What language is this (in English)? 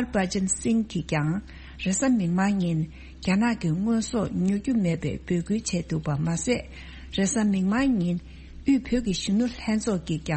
Tibetan